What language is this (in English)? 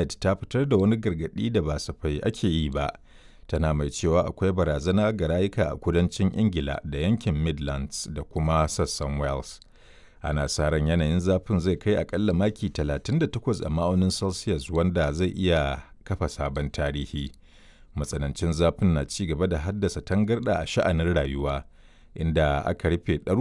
Hausa